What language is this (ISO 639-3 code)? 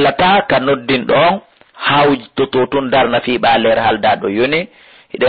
ful